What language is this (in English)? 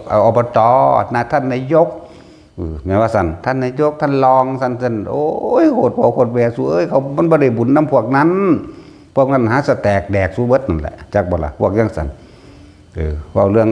Northeastern Thai